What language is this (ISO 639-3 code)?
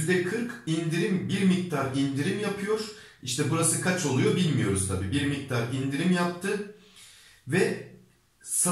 tur